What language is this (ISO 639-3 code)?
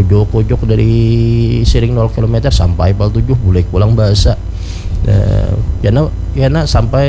bjn